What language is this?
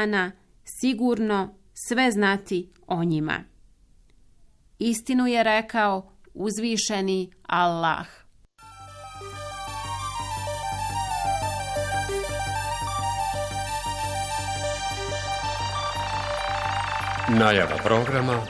Bosnian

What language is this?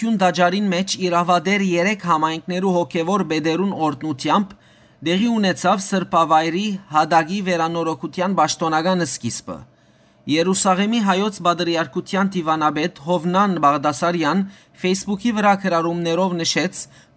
Western Armenian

